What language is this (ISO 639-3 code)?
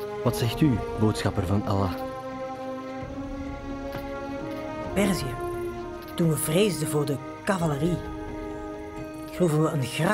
nld